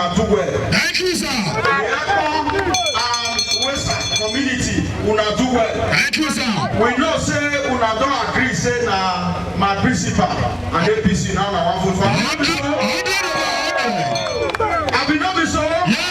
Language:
Nigerian Pidgin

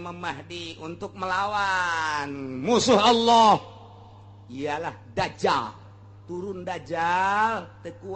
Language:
Sundanese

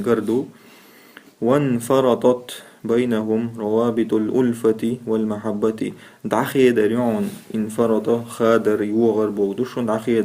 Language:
Chechen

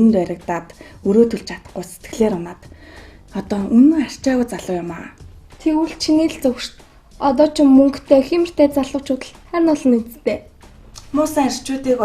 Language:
Mongolian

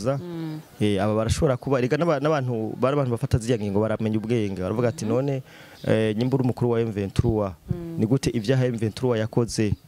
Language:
Rundi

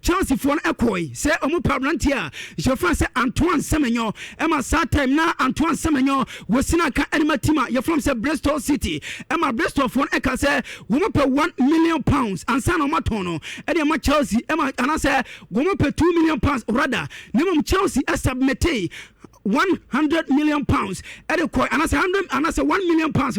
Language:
Akan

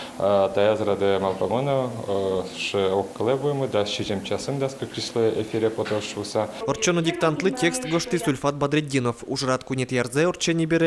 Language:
Udmurt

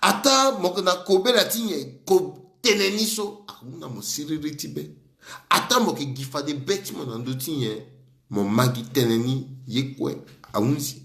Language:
Sango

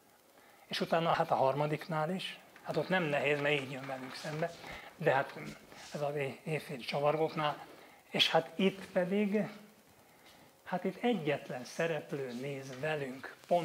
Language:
Hungarian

